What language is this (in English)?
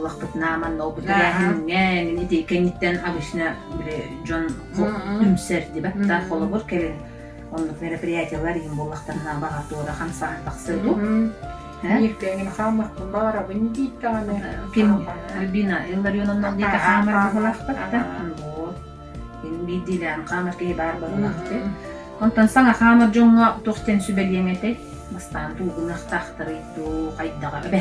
Yakut